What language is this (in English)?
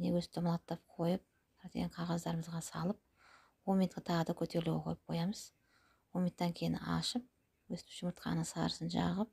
Kazakh